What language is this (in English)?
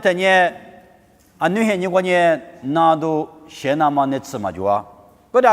Lisu